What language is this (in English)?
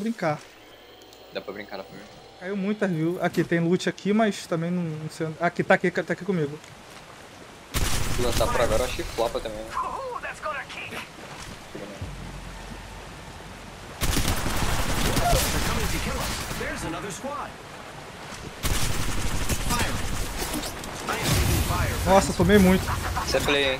Portuguese